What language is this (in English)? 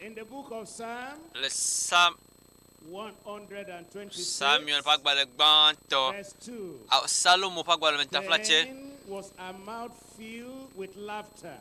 Ewe